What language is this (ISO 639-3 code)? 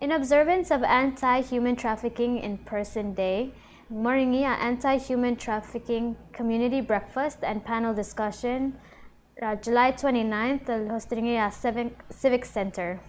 pau